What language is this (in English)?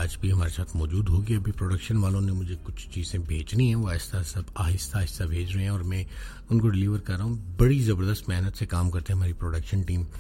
Urdu